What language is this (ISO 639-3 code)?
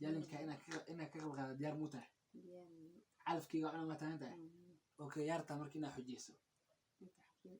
som